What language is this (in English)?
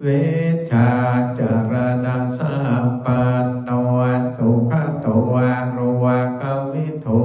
Pali